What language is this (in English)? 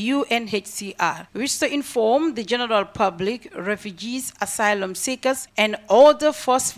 English